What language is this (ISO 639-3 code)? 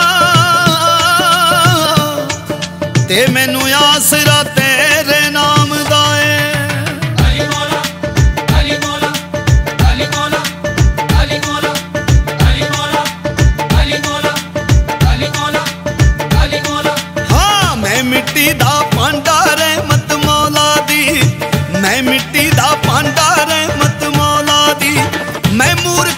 pan